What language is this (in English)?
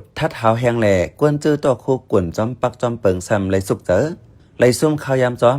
Shan